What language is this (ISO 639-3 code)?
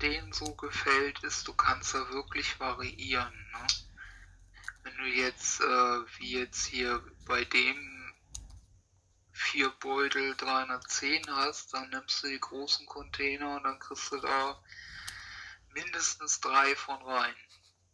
deu